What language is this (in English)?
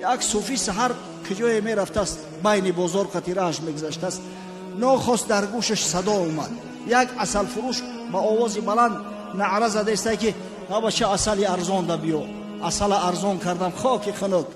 Tajik